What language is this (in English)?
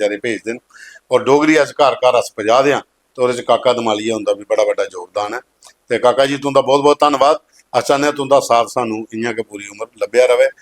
Dogri